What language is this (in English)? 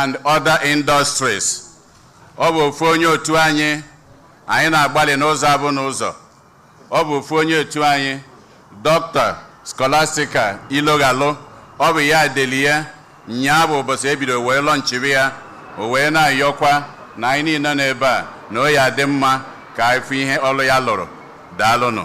Igbo